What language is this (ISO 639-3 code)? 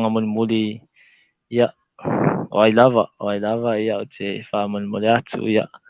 smo